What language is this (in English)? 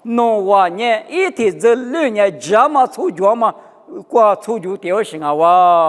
Lisu